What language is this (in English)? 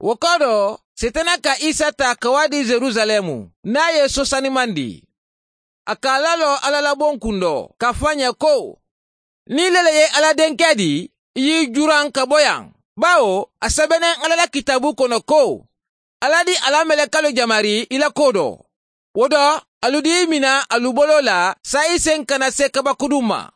Mandingo